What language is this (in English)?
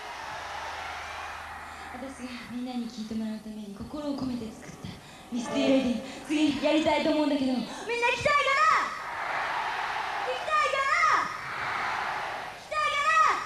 Japanese